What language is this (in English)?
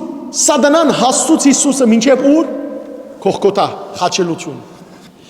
Western Armenian